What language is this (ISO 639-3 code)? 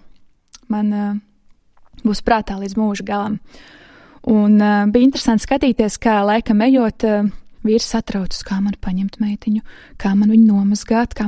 lav